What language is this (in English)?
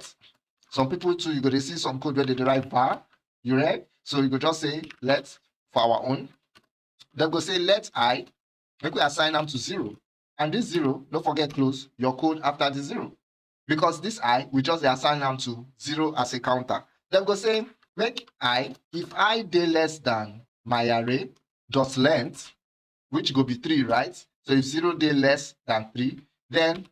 Nigerian Pidgin